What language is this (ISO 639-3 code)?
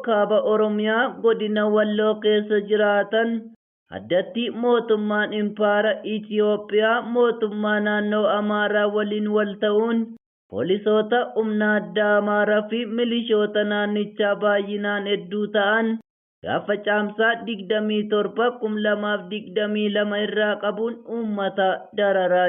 orm